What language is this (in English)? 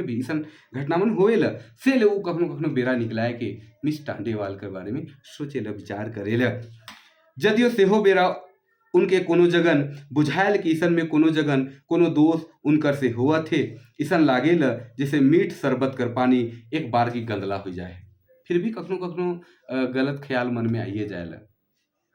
Sadri